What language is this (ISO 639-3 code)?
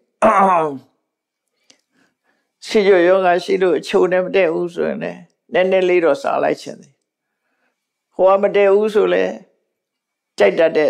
mya